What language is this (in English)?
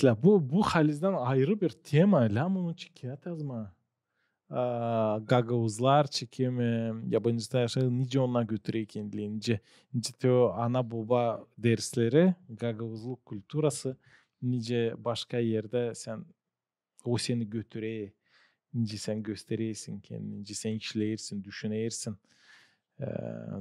Gagauz